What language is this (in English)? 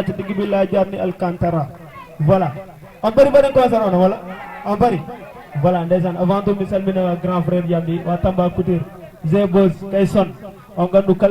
Fula